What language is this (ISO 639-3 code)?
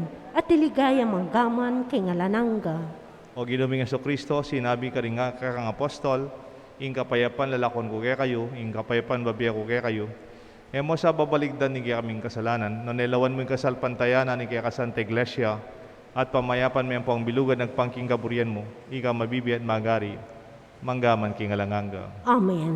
pam